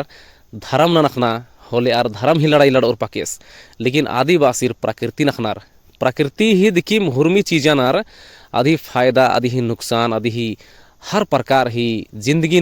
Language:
Kurukh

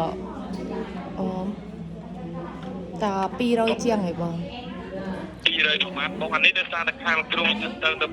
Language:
Khmer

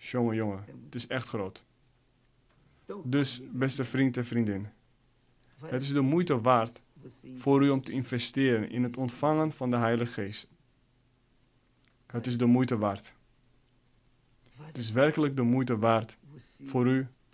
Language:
Dutch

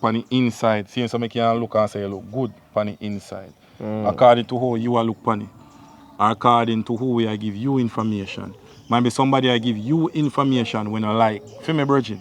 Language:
Jamaican Creole English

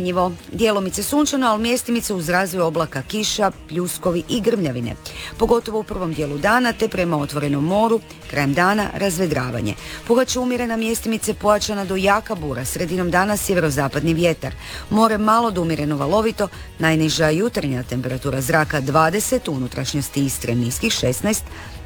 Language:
Croatian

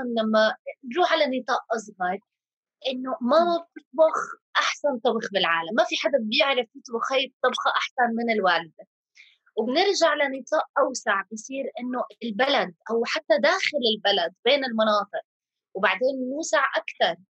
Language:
North Levantine Arabic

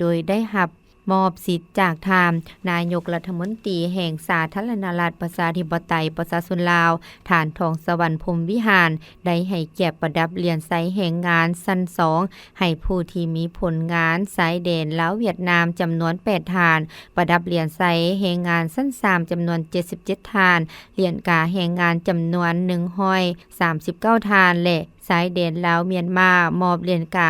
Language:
Lao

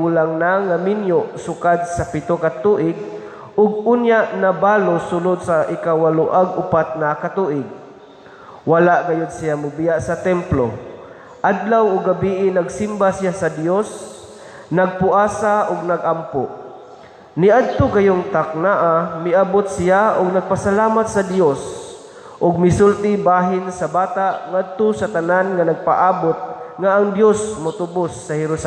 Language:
Cebuano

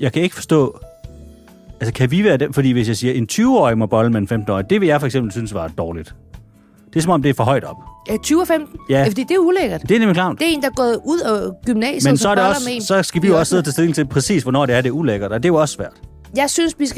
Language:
Danish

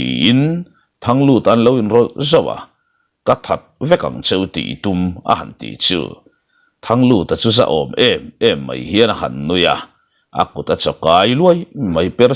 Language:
Mizo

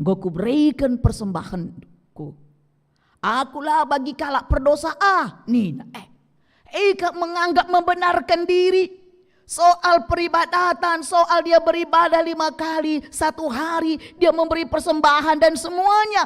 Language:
Batak Karo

